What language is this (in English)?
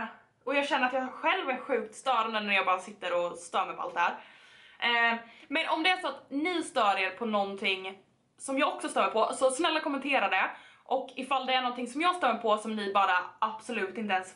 Swedish